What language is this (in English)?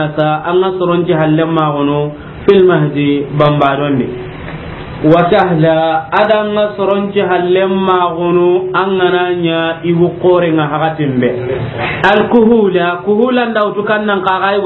Soninke